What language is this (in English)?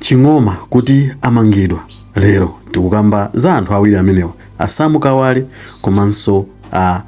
Nyanja